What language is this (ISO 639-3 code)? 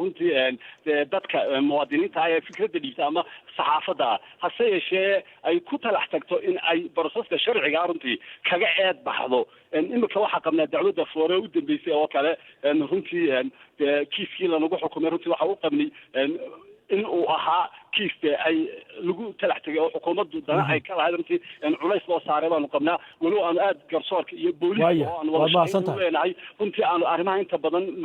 som